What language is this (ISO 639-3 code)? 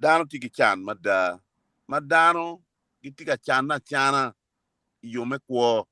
ach